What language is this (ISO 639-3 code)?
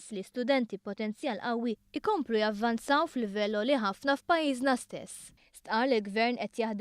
mlt